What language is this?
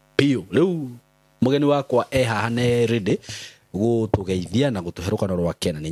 Kikuyu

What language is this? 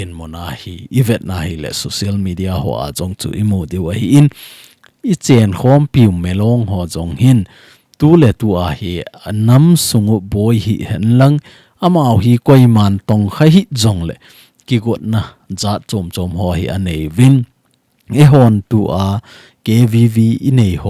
Thado Chin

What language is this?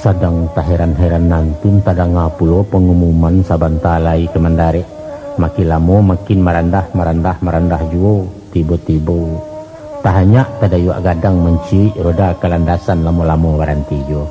Minangkabau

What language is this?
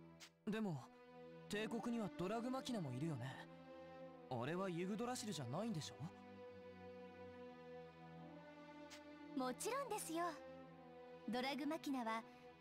Japanese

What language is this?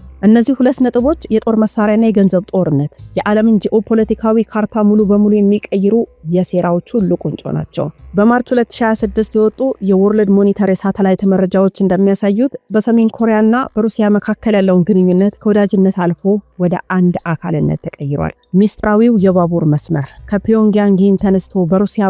Amharic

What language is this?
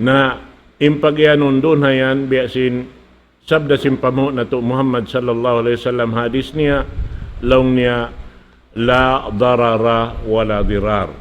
Tausug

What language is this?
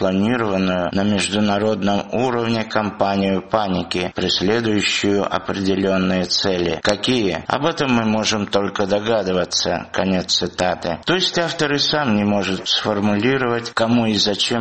Russian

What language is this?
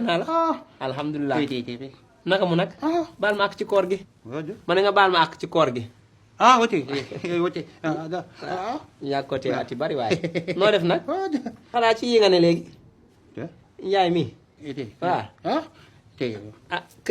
Wolof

